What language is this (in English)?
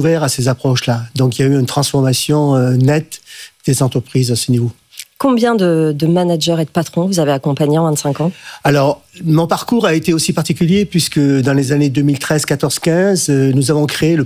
French